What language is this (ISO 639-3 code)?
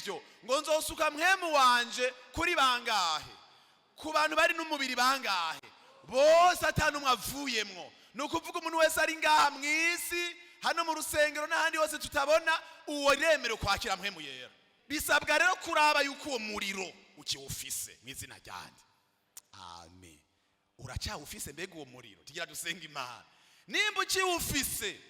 run